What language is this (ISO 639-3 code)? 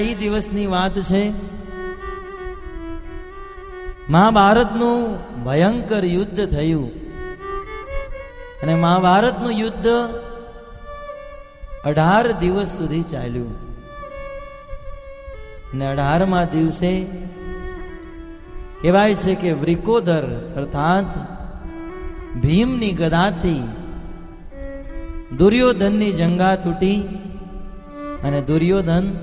guj